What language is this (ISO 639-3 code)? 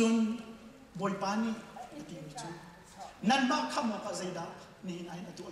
cnh